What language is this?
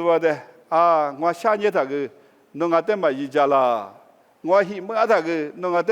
Lisu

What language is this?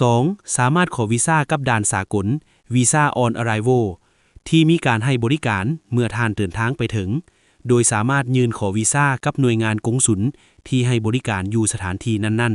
Lao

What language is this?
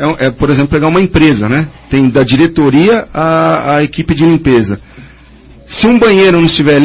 Portuguese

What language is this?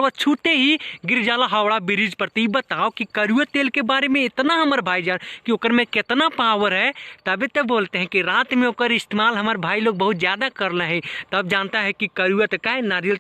Bhojpuri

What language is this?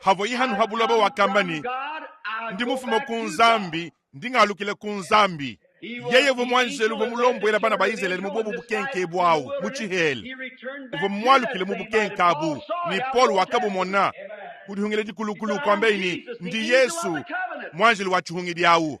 Luba-Lulua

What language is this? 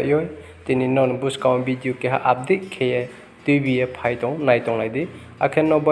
Riang (India)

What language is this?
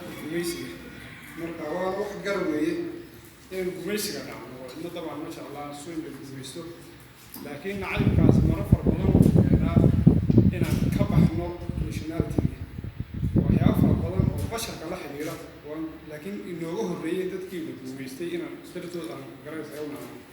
Somali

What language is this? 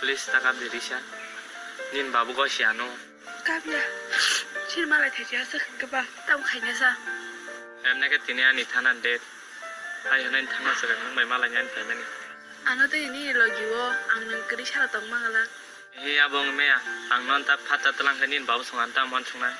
Kok Borok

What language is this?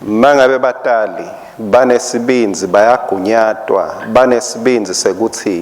Swati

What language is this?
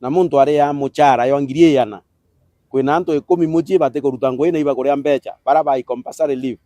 Meru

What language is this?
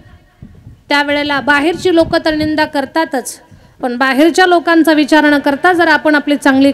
Marathi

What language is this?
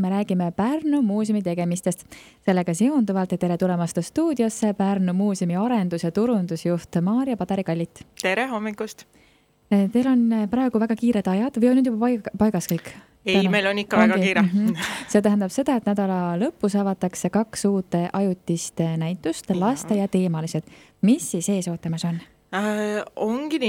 Estonian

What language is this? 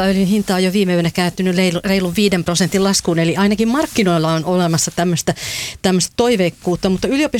Finnish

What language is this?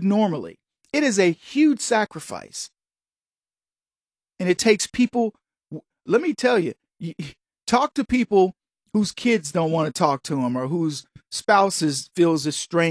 English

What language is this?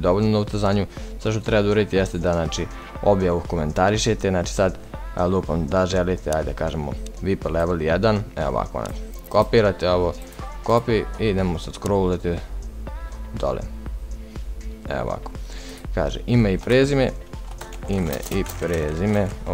Serbian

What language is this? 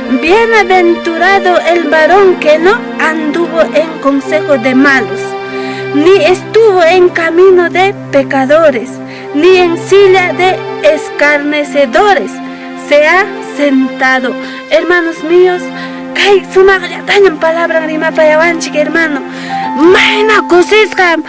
Ayacucho Quechua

